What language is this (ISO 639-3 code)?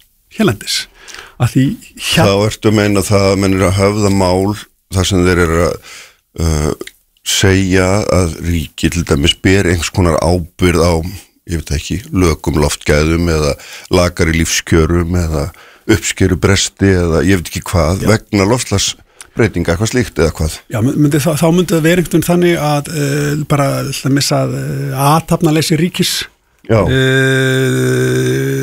isl